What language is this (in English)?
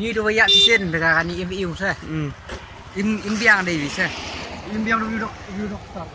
Khasi